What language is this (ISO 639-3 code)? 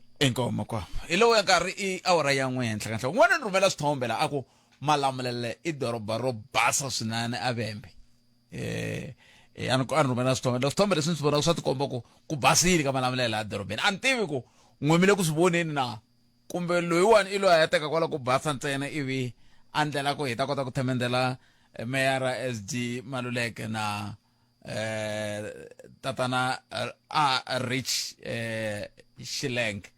tso